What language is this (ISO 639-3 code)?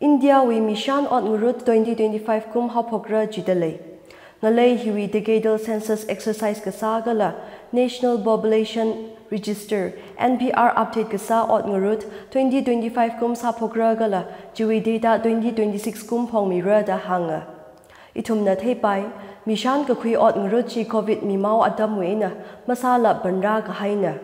nmf